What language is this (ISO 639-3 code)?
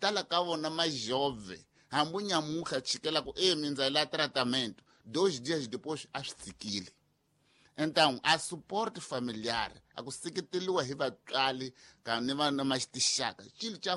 tso